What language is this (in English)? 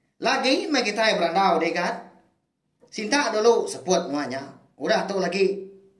Iban